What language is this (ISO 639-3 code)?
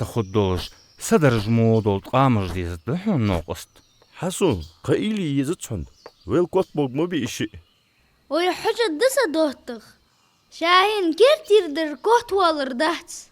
inh